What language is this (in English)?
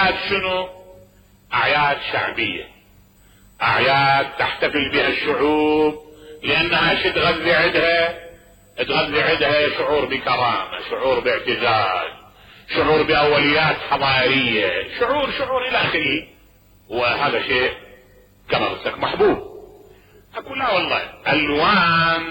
Mesopotamian Arabic